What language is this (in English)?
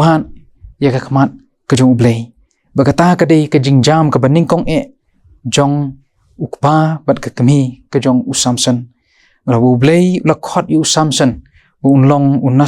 Khasi